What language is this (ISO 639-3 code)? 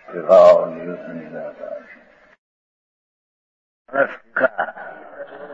guj